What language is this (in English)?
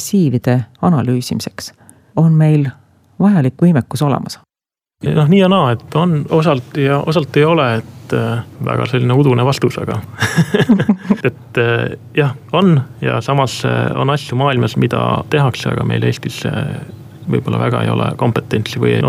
Estonian